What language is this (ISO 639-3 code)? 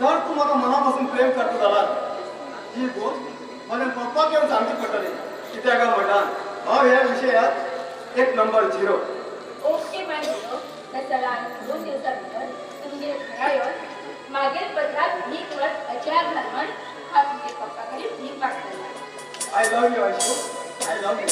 kok